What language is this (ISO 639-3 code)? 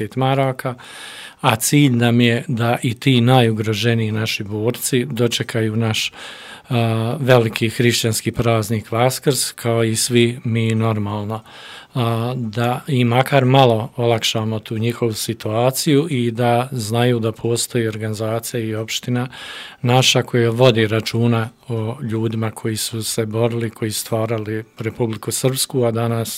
srp